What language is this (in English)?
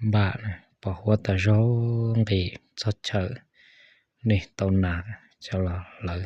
Hmong